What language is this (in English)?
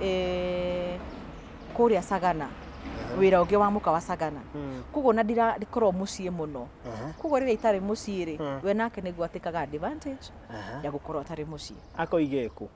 Kikuyu